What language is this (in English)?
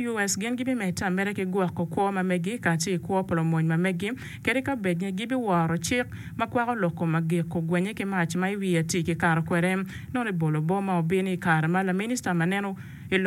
Acoli